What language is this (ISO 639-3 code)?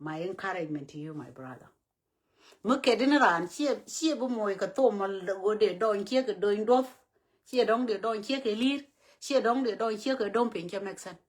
nus